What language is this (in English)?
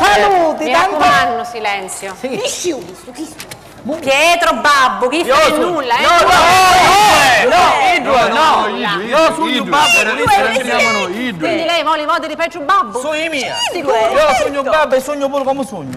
Sicilian